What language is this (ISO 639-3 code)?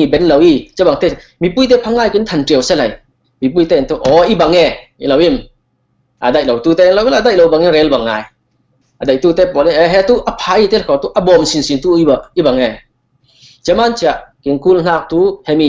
cfm